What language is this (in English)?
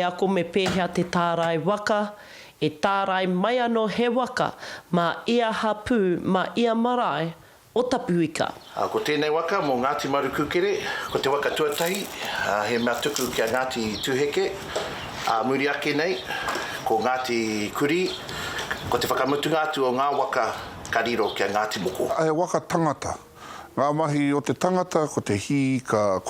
Māori